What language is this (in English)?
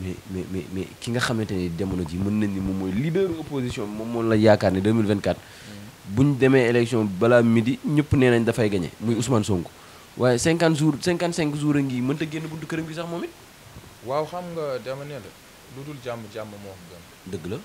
Wolof